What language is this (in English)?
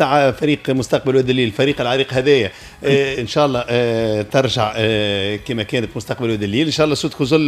Tunisian Arabic